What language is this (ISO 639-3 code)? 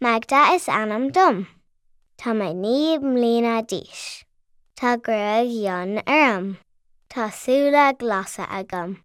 gle